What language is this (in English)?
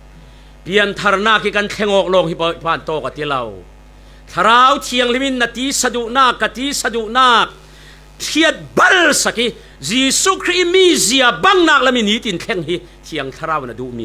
Falam Chin